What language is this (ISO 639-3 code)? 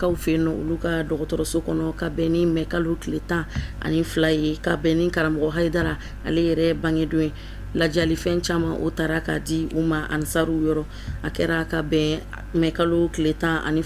bam